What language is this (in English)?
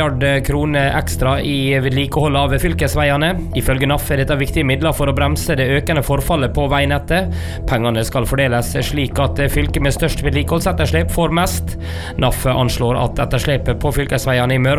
Norwegian